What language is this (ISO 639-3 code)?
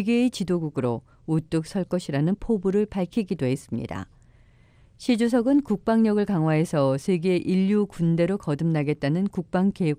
kor